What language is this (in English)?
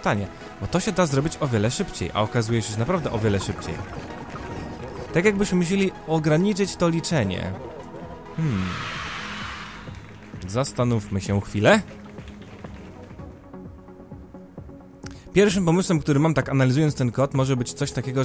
Polish